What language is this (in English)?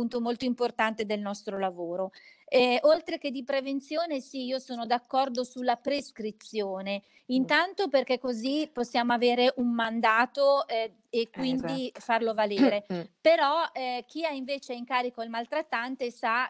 Italian